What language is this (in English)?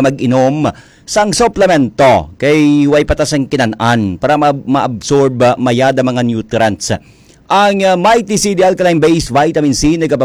Hiligaynon